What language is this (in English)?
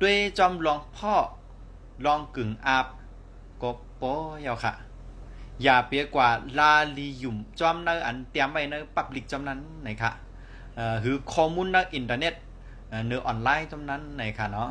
Shan